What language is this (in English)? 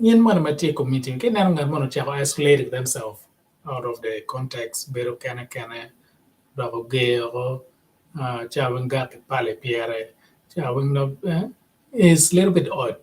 Acoli